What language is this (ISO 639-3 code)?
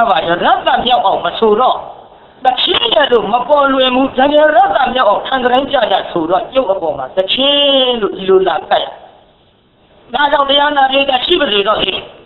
mya